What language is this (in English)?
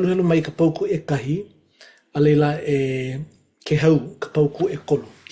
Hawaiian